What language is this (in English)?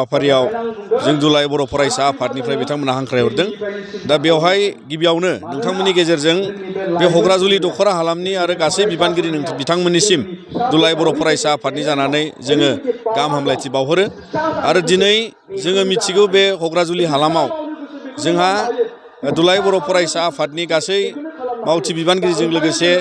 Bodo